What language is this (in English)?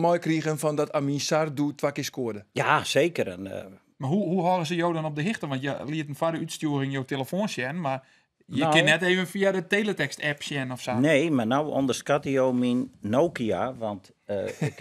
Western Frisian